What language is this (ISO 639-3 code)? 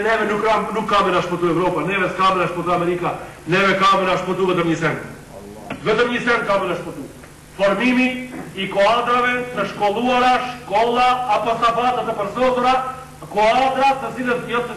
sqi